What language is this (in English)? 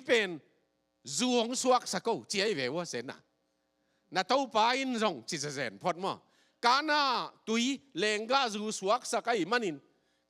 Tedim Chin